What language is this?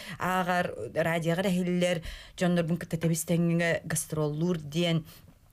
Yakut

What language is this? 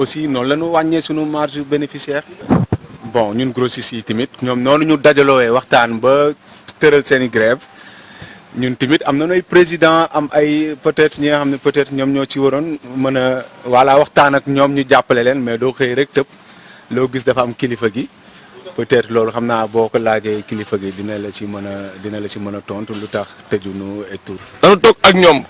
Wolof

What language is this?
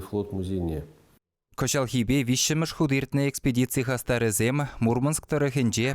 Chuvash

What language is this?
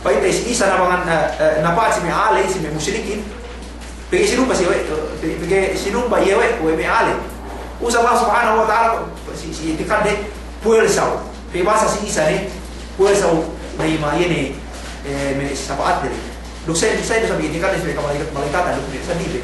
Yakan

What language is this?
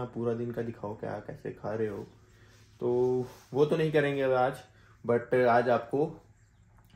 Hindi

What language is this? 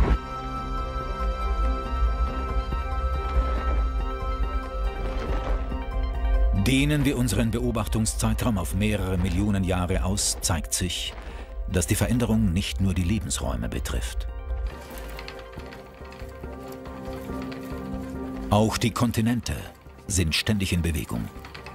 German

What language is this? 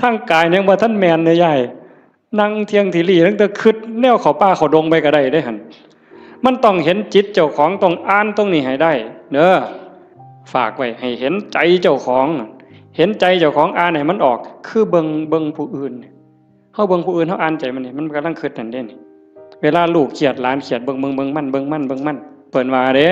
Northeastern Thai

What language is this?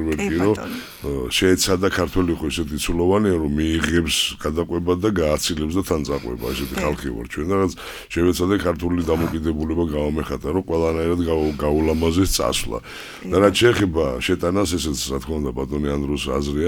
Georgian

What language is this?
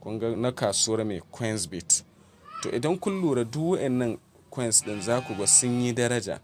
Hausa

